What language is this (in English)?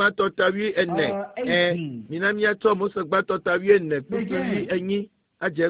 Ewe